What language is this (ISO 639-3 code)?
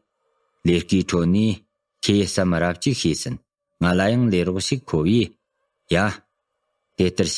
bod